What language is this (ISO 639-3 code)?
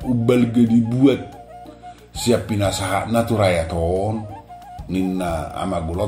bbc